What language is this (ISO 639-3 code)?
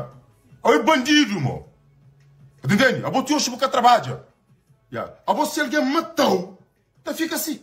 kea